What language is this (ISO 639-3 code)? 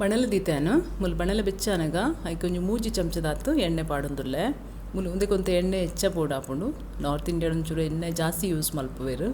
tcy